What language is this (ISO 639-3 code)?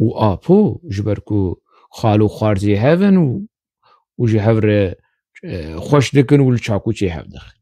kur